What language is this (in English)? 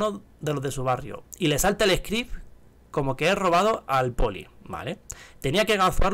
Spanish